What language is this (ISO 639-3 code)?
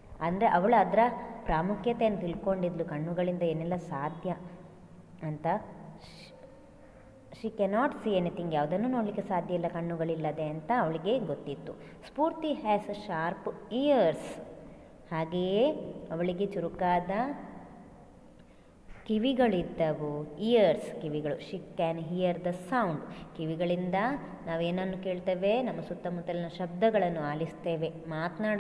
kan